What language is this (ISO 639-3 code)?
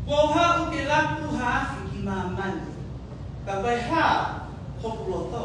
ton